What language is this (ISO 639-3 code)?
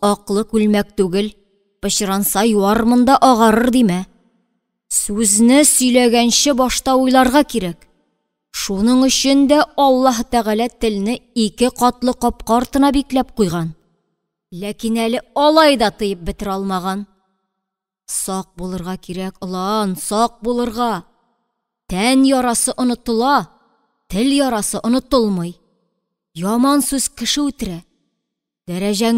tat